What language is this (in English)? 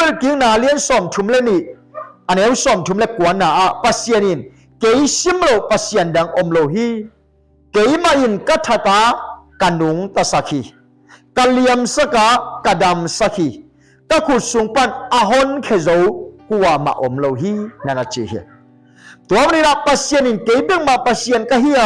Tedim Chin